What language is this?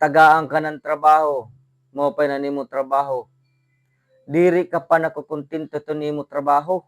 Waray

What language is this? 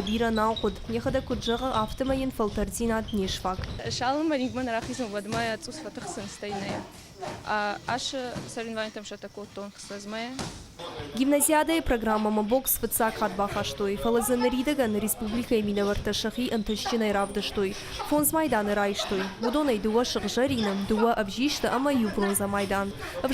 Ossetic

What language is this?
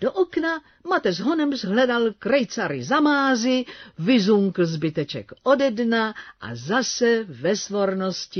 Czech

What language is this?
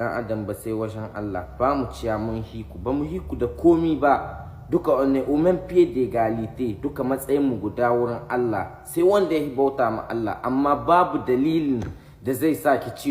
Hausa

